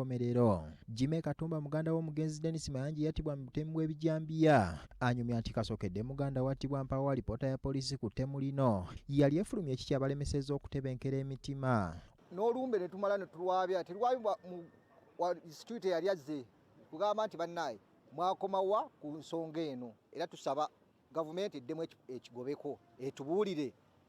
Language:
Ganda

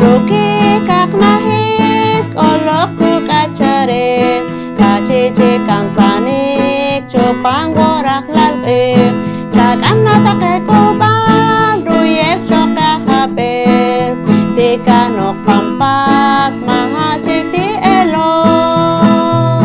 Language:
Poqomchi'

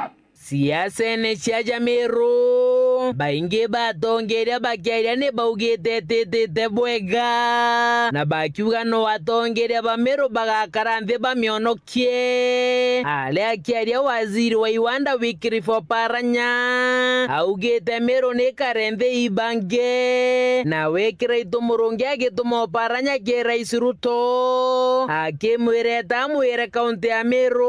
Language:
Meru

